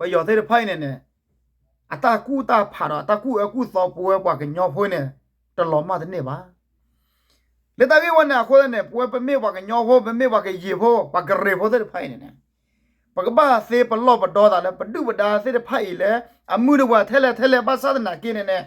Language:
S'gaw Karen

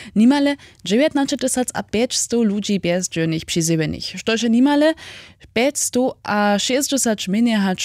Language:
Upper Sorbian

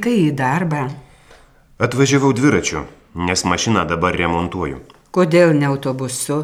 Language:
Lithuanian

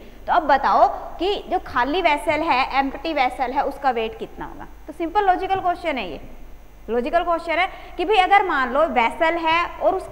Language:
Hindi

